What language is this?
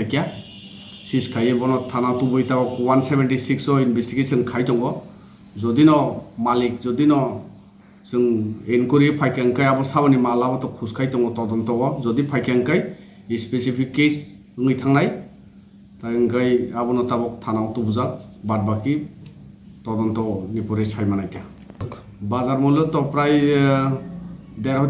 Kok Borok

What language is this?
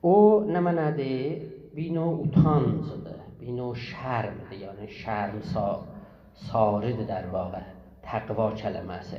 South Azerbaijani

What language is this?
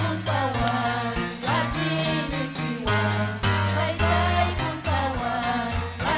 Ayacucho Quechua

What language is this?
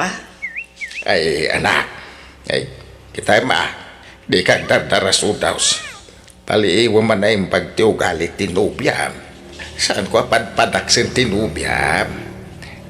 Iloko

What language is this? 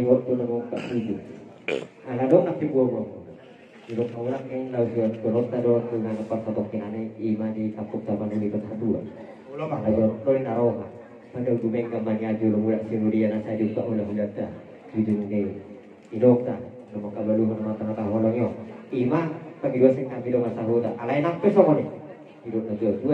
Batak Toba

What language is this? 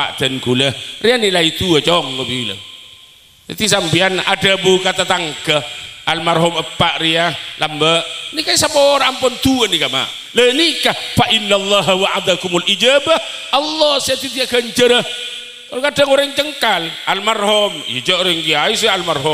Madurese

